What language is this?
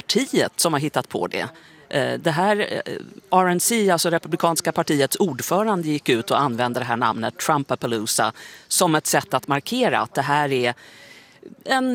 Swedish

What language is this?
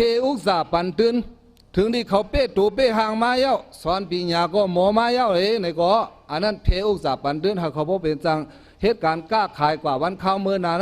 Shan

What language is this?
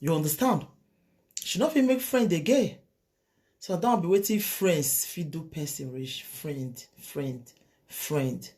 Nigerian Pidgin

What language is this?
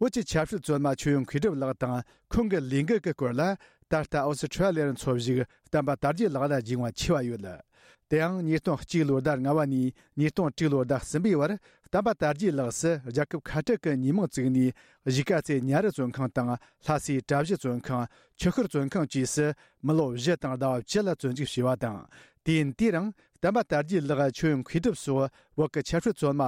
Tibetan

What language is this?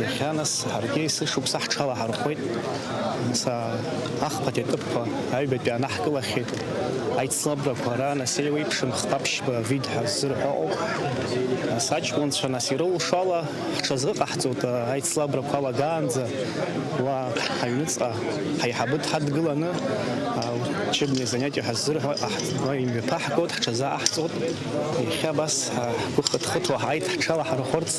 Abkhazian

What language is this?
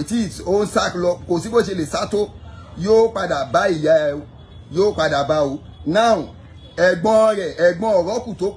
Yoruba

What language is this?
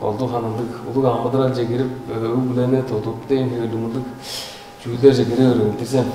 Tuvinian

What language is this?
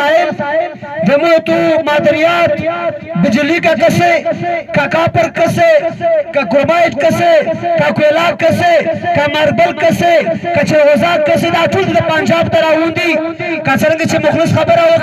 Pashto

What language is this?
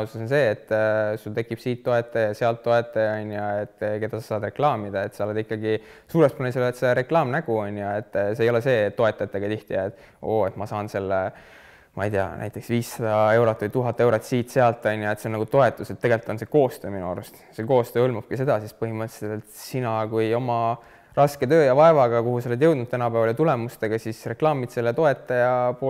Estonian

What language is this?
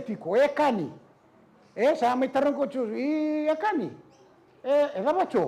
Fijian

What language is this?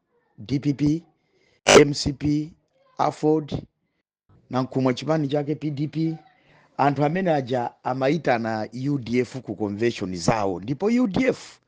Nyanja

